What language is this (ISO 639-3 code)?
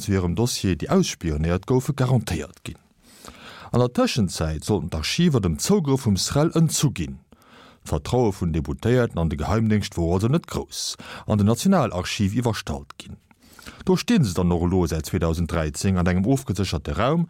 ltz